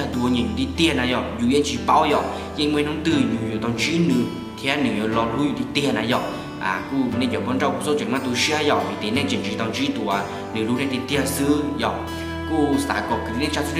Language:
Hmong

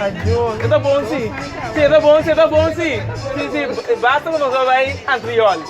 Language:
Papiamento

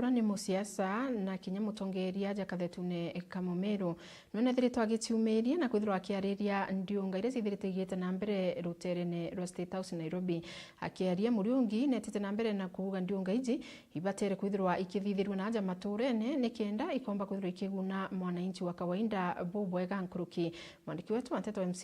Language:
Meru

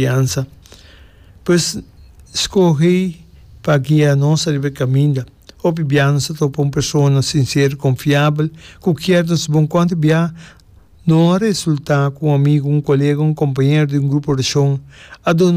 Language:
Papiamento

